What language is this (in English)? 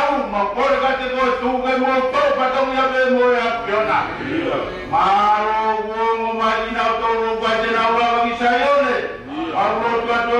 Tongan